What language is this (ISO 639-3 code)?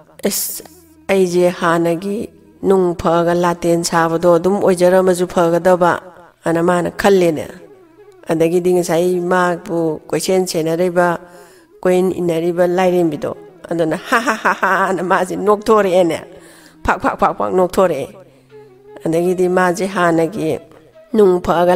mni